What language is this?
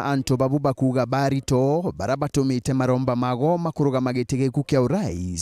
Meru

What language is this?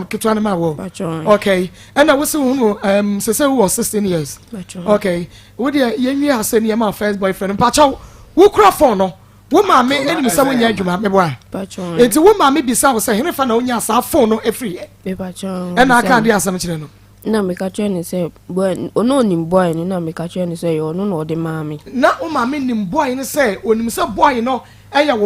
Akan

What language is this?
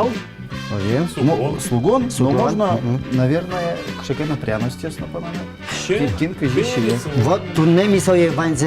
Udmurt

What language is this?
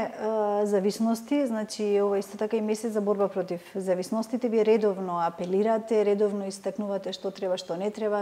Macedonian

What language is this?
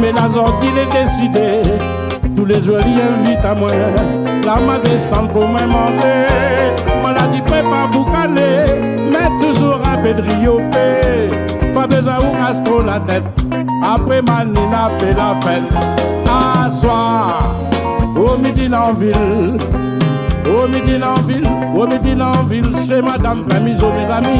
Réunion Creole French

